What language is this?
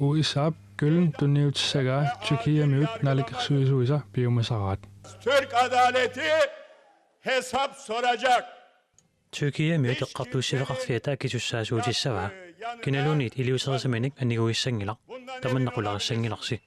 Kalaallisut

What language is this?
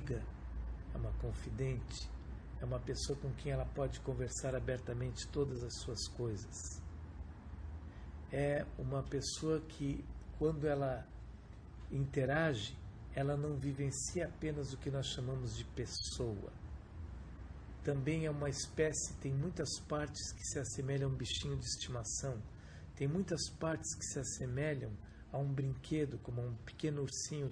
Portuguese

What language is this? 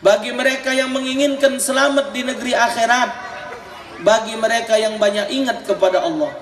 Musi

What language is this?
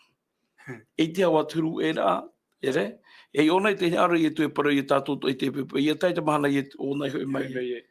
Tahitian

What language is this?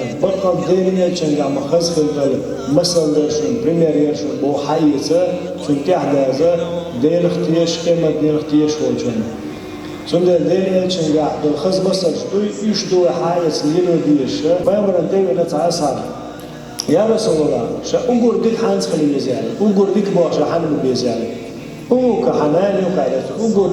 Chechen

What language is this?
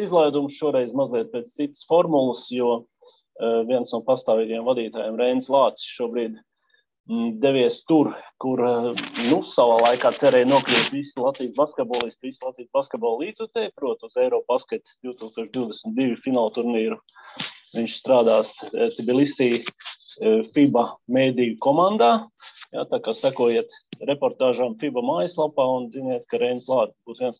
Latvian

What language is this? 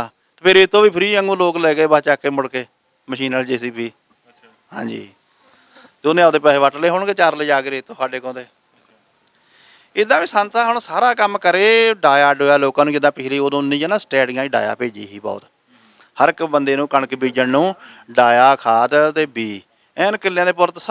Punjabi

